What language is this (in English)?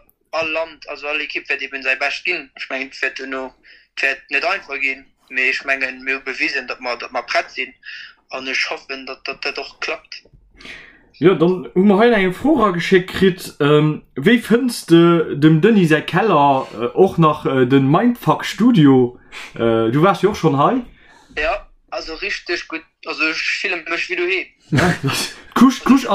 Luxembourgish